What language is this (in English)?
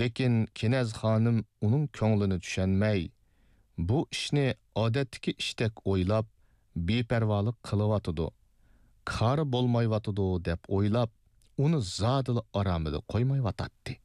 Uyghur